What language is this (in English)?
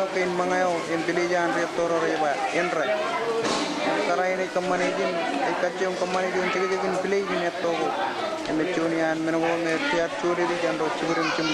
Marshallese